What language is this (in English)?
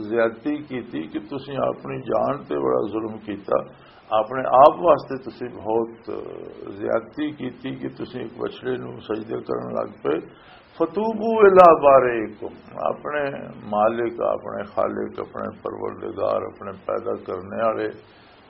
Western Panjabi